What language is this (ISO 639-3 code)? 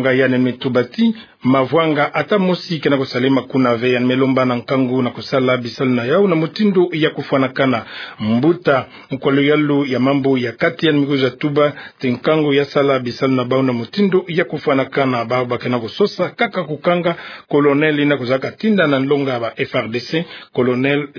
ktu